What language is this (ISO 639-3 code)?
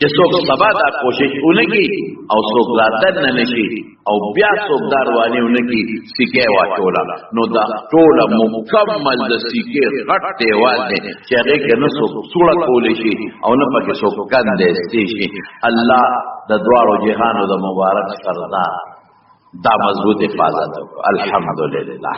pus